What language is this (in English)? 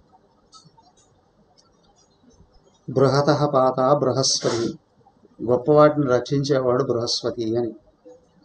Telugu